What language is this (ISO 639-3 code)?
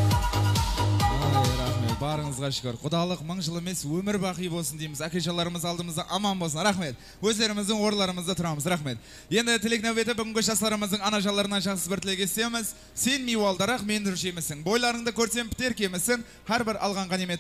kaz